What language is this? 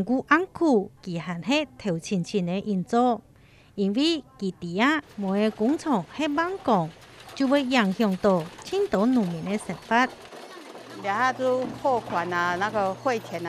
Hakka Chinese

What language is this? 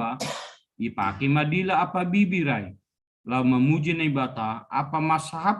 Batak Simalungun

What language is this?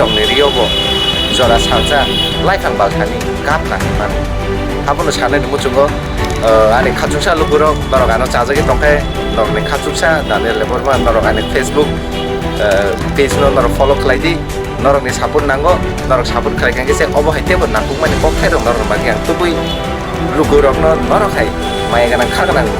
Kok Borok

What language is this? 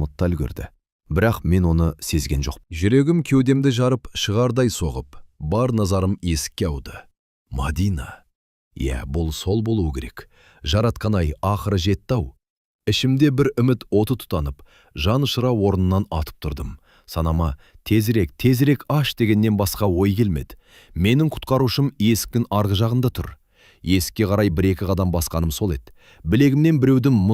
Kazakh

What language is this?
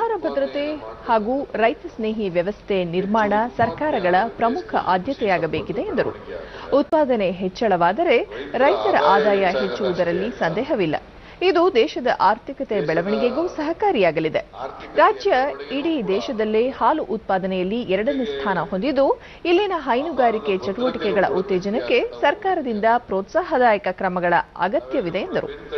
Kannada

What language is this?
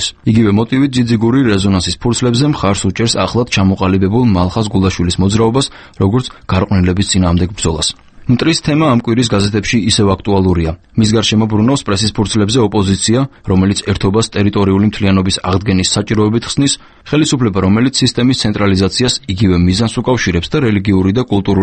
Georgian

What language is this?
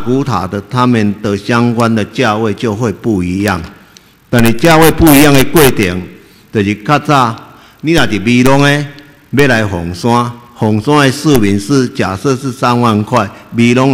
Chinese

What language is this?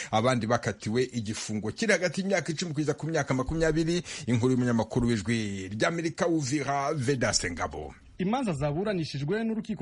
Kinyarwanda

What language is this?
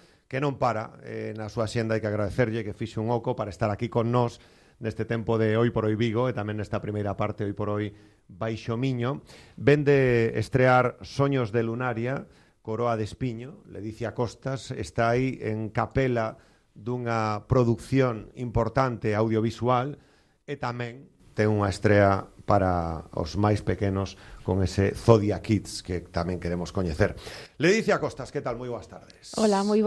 Galician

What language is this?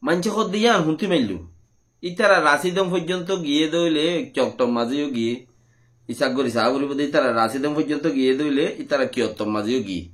Rohingya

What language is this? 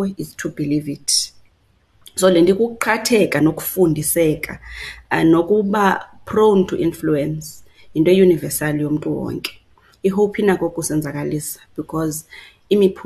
Xhosa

